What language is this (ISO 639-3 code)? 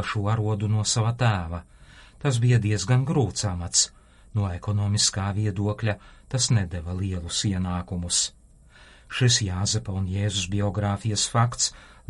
lav